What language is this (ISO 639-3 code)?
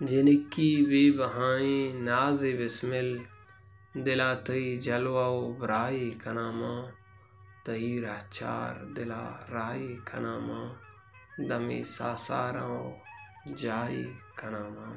bal